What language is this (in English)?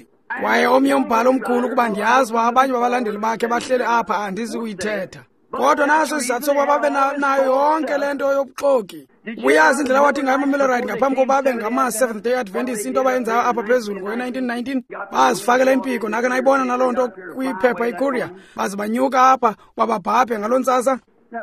Xhosa